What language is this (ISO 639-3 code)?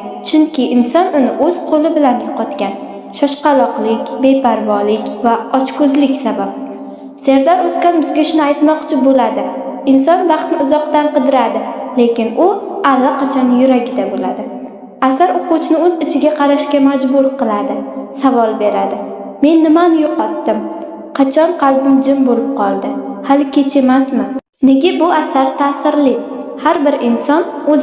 uzb